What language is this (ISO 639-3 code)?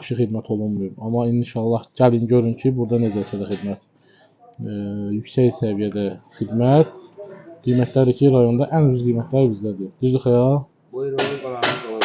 aze